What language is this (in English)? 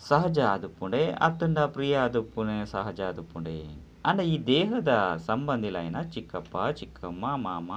Tulu